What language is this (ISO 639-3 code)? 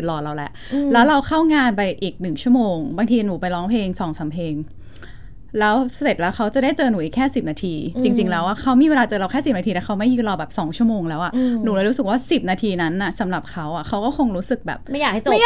tha